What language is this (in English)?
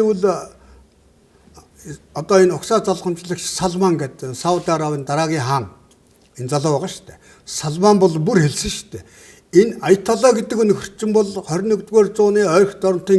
Mongolian